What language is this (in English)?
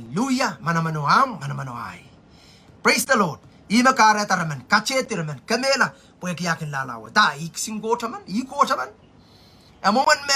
Pohnpeian